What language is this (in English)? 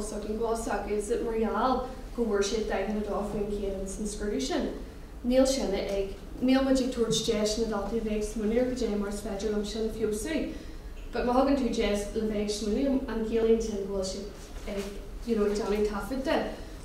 Irish